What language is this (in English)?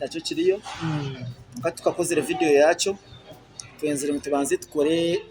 Nyankole